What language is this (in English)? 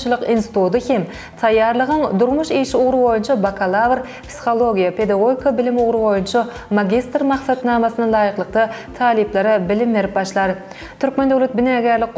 Turkmen